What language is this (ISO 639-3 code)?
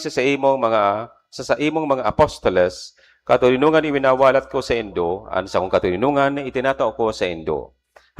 bik